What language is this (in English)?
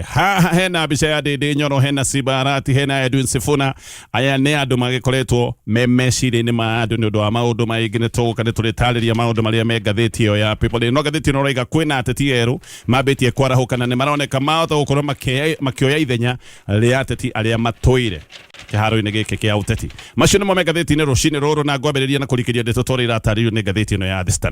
Kikuyu